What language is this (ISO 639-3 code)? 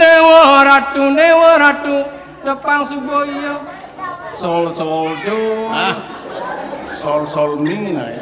ban